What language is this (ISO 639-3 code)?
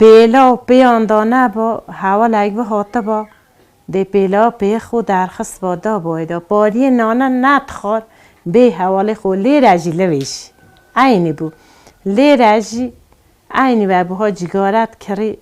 kur